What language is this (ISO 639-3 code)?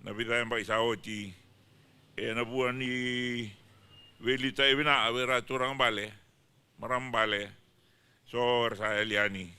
fij